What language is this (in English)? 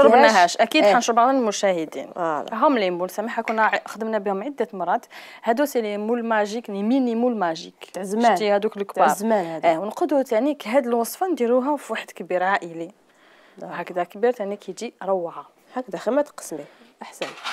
Algerian Arabic